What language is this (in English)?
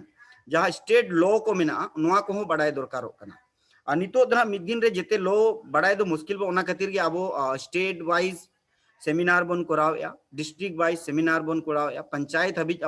Santali